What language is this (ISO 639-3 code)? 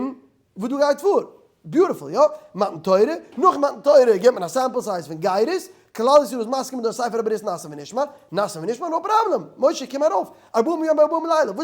yid